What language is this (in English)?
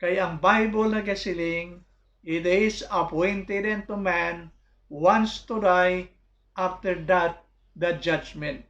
Hiligaynon